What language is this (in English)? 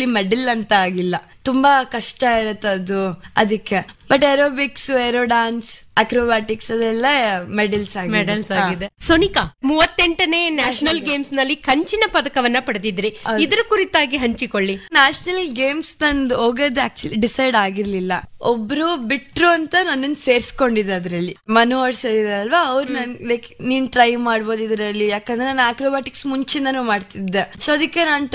Kannada